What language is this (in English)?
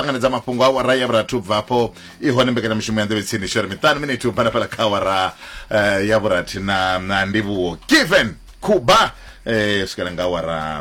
Venda